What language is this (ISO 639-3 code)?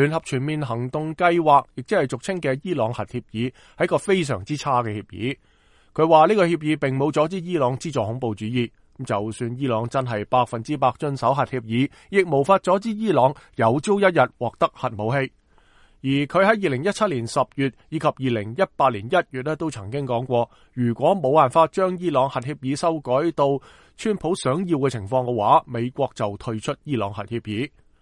yue